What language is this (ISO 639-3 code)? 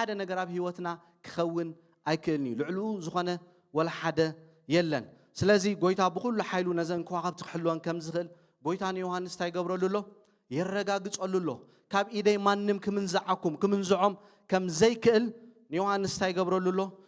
tir